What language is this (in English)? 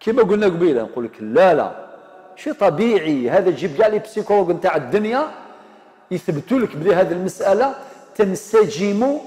Algerian Arabic